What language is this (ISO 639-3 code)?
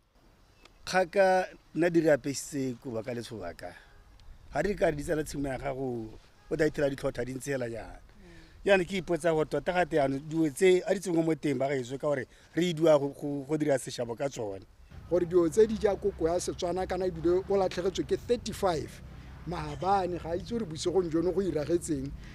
tsn